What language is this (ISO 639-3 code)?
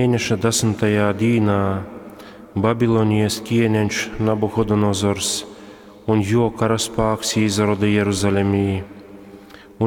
ltg